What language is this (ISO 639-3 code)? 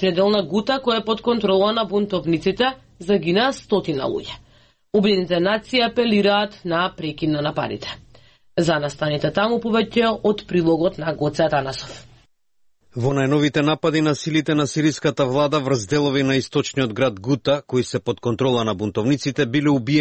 mkd